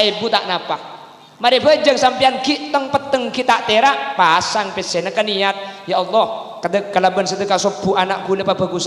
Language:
Madurese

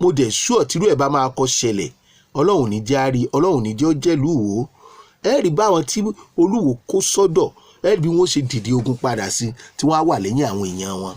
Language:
Yoruba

